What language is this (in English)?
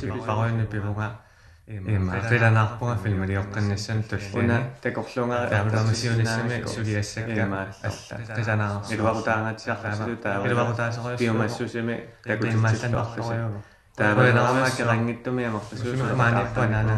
Kalaallisut